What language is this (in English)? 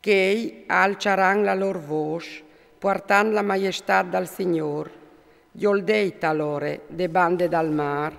Friulian